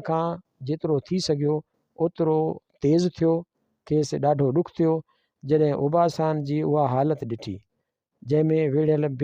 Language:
Sindhi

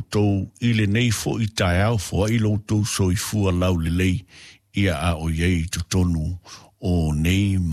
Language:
Samoan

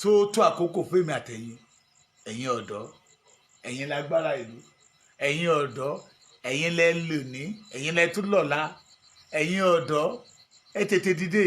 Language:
Yoruba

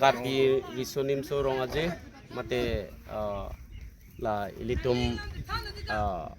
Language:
Karbi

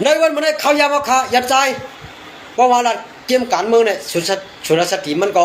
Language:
Shan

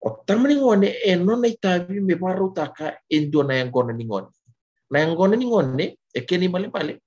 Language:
Fijian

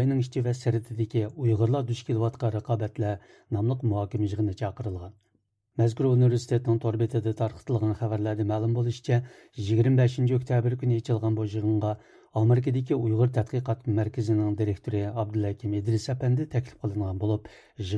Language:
Uyghur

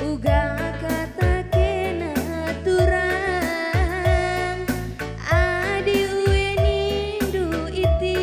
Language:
Batak Karo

